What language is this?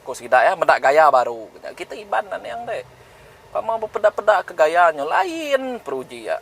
Iban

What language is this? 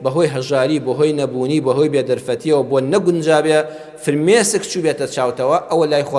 Central Kurdish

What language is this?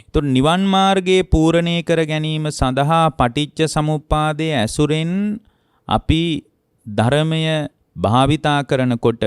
Sinhala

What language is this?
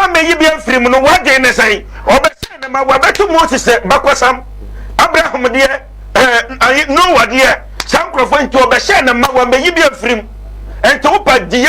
Akan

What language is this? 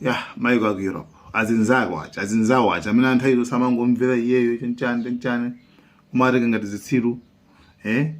Nyanja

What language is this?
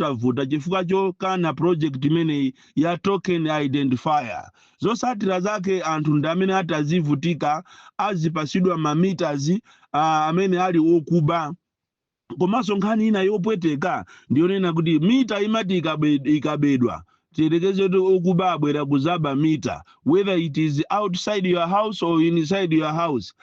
Nyanja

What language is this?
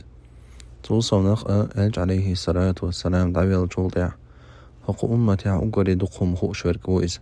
Chechen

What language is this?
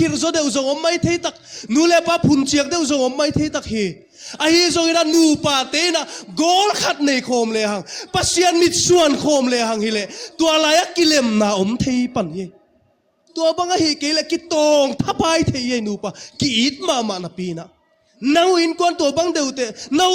Tedim Chin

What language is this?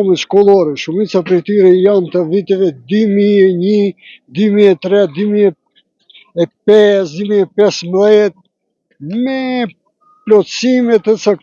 Albanian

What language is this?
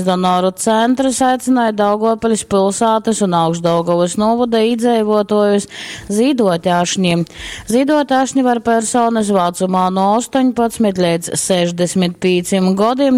Latgalian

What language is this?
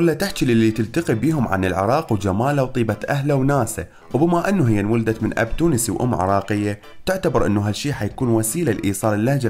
Mesopotamian Arabic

